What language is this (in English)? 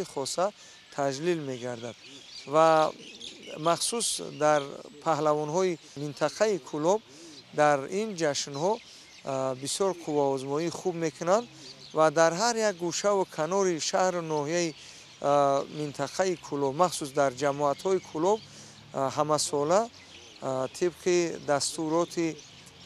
Tajik